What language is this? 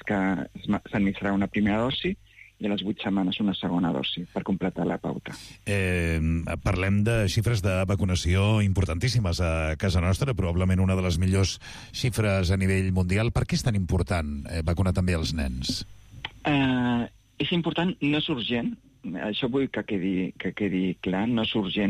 Catalan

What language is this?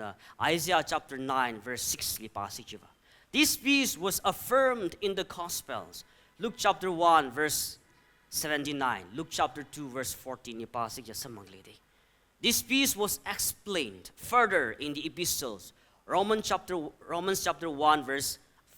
Tangkhul Naga (India)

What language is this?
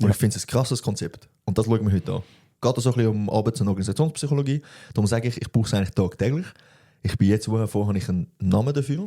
Swiss German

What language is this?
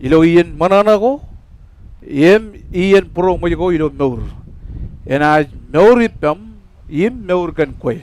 Marshallese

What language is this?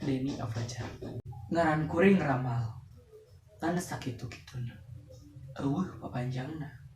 Sundanese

